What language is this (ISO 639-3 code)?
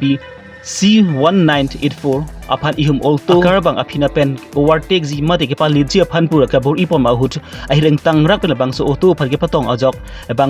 mjw